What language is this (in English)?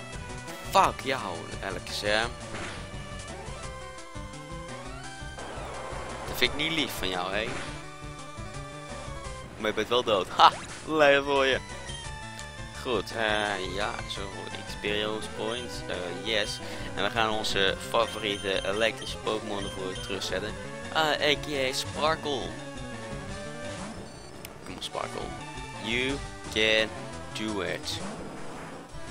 Dutch